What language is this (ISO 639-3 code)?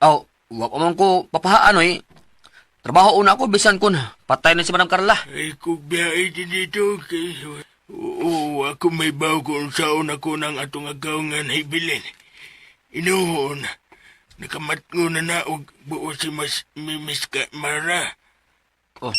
ceb